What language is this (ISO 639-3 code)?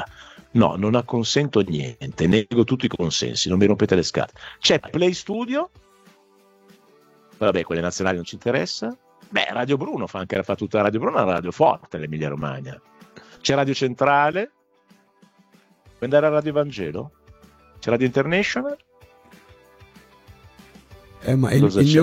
ita